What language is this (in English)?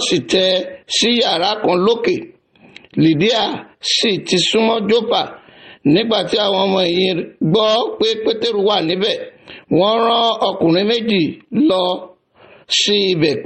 Yoruba